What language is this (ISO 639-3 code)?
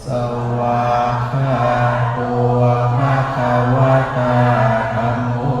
pli